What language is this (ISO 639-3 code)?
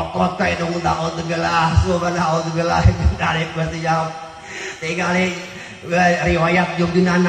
sun